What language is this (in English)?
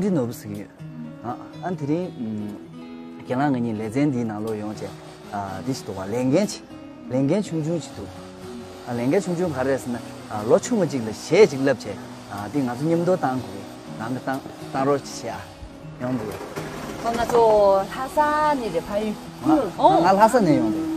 Tibetan